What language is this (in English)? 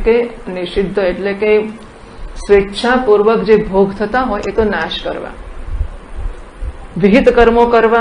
Gujarati